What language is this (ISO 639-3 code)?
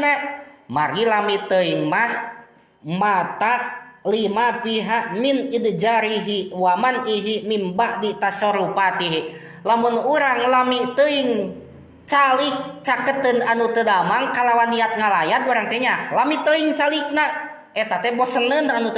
sun